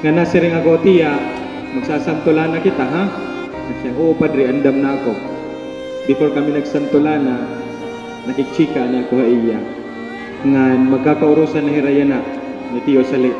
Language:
Waray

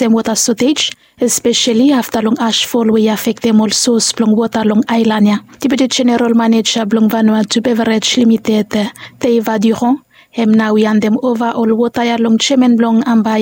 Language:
Bislama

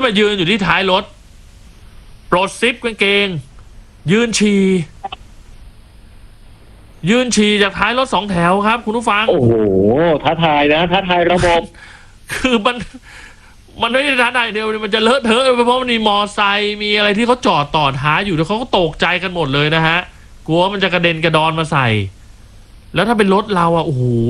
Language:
Thai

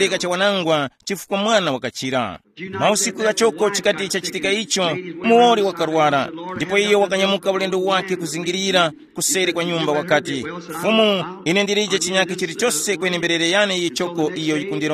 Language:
Tumbuka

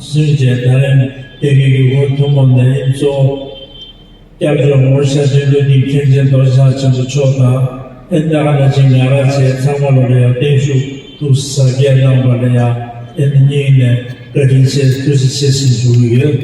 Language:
Tibetan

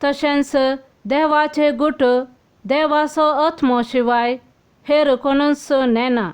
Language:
Konkani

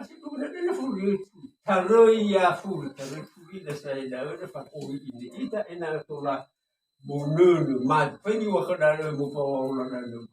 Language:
Nias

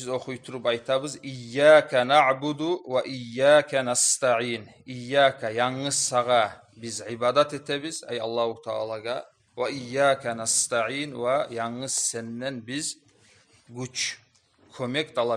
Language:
Kumyk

